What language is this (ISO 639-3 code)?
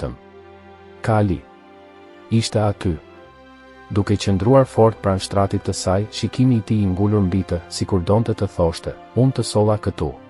sqi